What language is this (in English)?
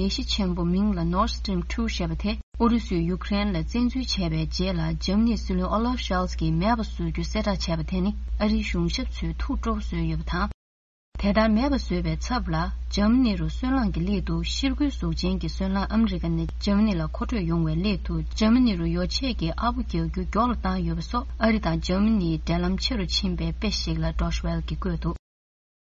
Tibetan